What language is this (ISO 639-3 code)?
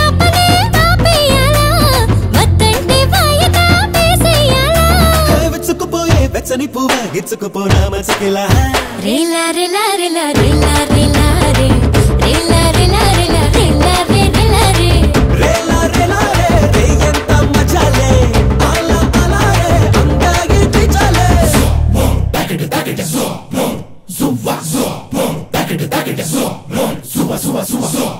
tel